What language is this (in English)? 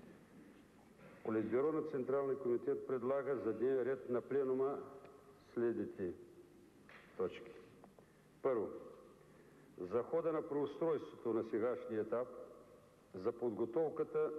Bulgarian